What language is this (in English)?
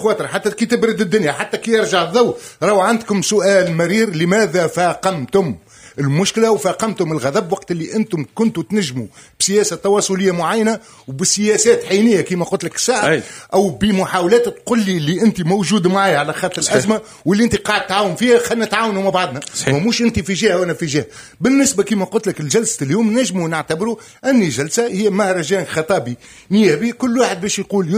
Tunisian Arabic